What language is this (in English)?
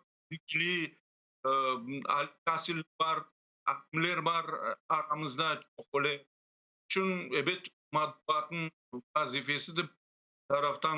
Crimean Tatar